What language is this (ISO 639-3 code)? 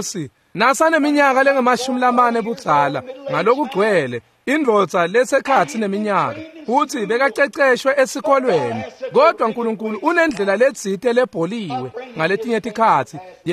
ssw